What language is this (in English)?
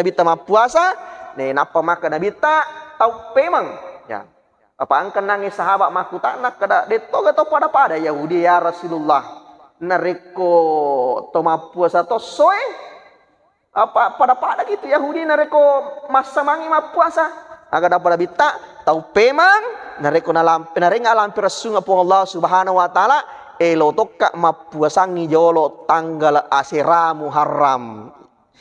Buginese